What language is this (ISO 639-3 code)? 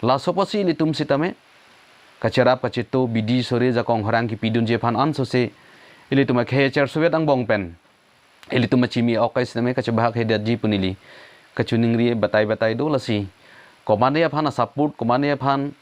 mjw